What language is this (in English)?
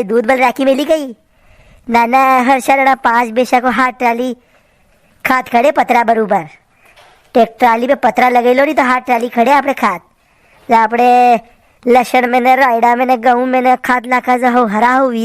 Rajasthani